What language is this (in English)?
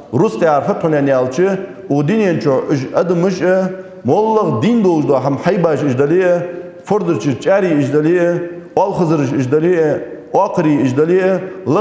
Ingush